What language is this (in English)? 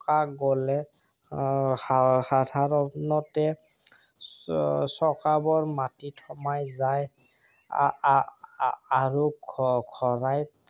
Assamese